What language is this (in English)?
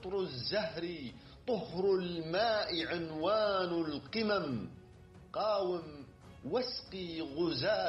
Arabic